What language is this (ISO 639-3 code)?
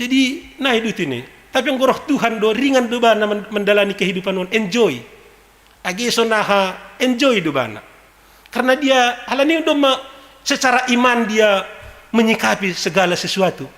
bts